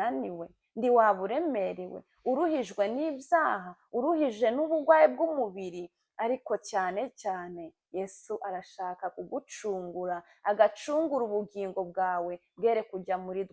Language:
Kinyarwanda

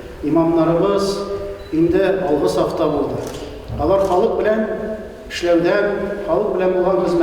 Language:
Tatar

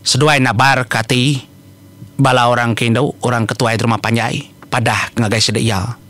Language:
Iban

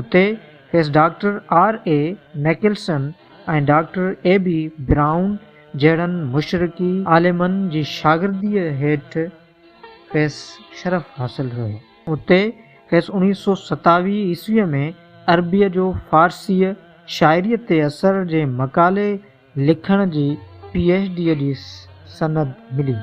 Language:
Sindhi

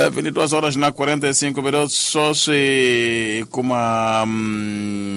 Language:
Tsonga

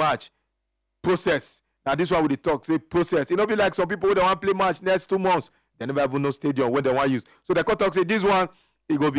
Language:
Nigerian Pidgin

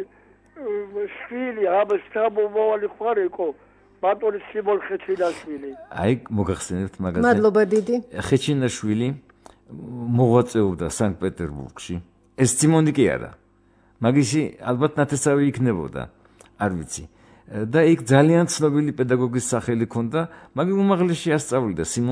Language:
Georgian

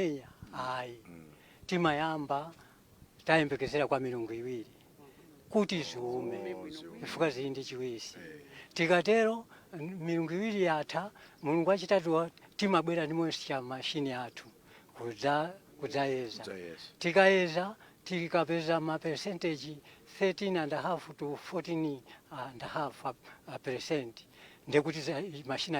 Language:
Nyanja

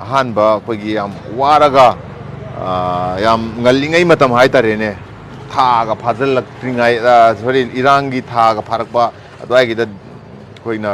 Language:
Manipuri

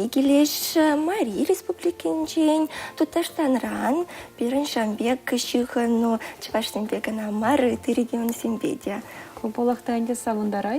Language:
Chuvash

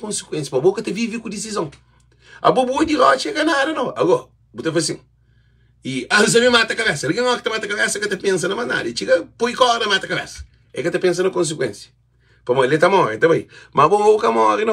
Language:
Kabuverdianu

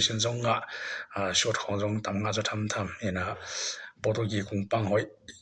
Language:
Tedim Chin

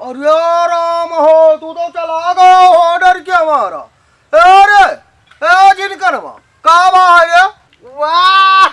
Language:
Awadhi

